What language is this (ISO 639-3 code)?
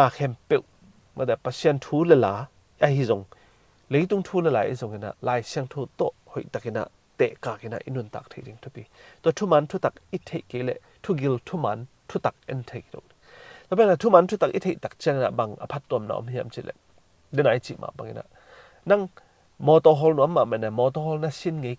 ctd